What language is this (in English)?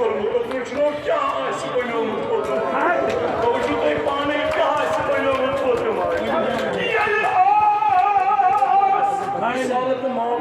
Kashmiri